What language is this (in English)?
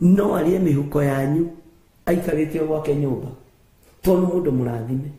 Kikuyu